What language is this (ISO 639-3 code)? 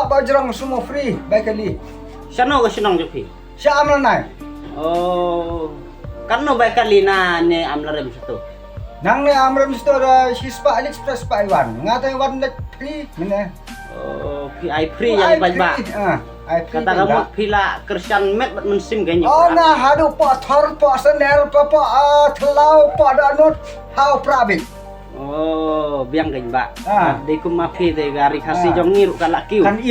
kha